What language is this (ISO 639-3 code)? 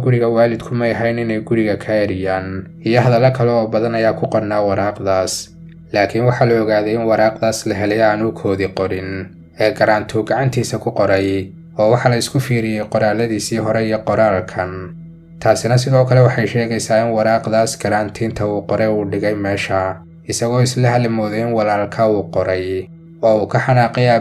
som